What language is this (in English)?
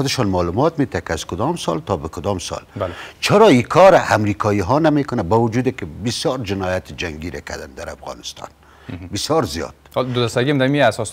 Persian